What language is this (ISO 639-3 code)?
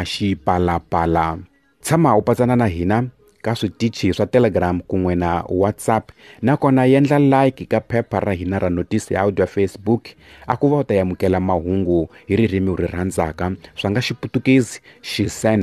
tso